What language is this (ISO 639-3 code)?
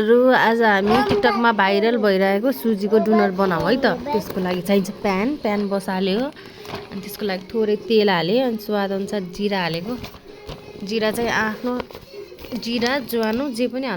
nep